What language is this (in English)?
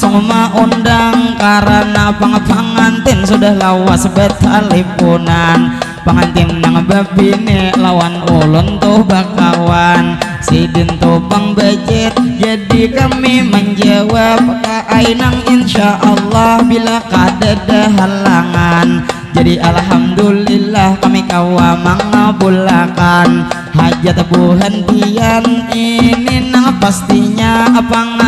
Banjar